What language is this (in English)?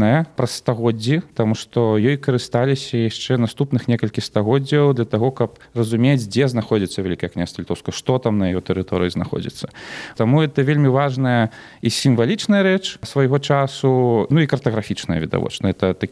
Belarusian